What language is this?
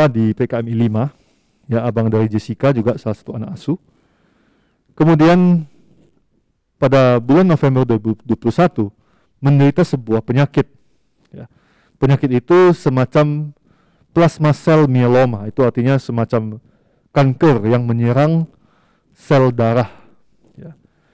Indonesian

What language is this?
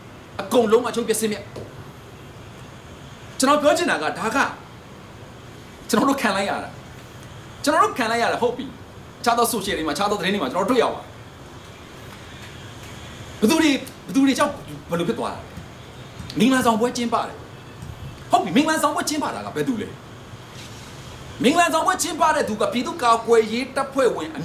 Burmese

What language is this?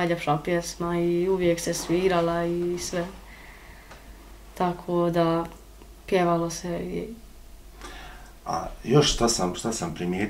Bosnian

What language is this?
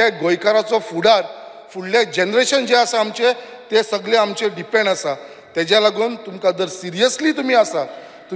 Konkani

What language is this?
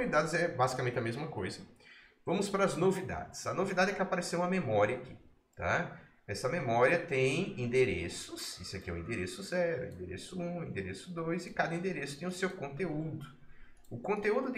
Portuguese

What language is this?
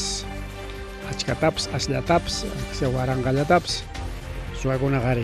Ayacucho Quechua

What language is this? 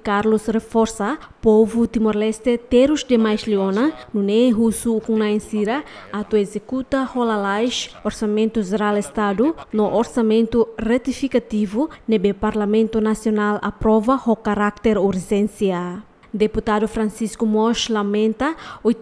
Tetum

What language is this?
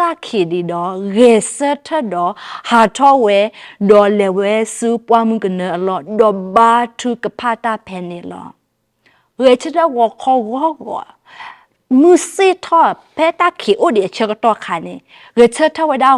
S'gaw Karen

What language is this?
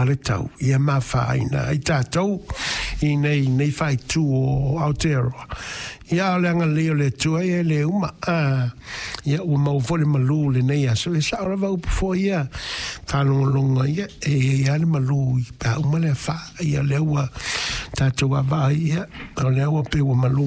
Samoan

